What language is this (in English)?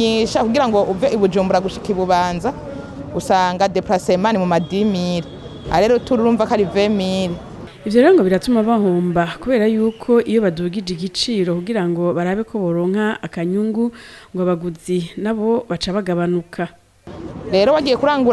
Rundi